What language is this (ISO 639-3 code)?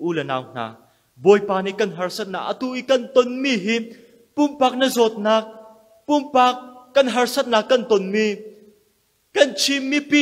cnh